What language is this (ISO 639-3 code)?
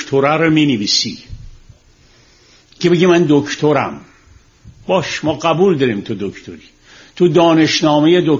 fas